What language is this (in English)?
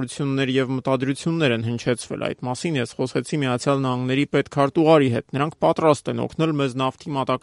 Armenian